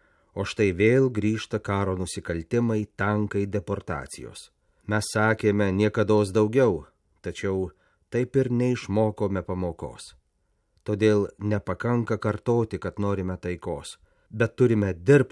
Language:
Lithuanian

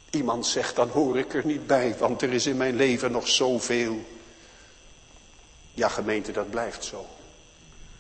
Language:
Dutch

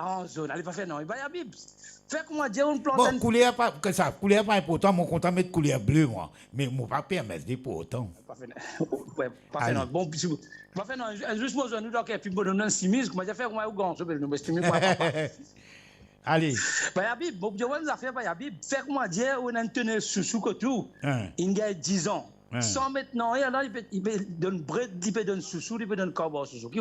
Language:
Morisyen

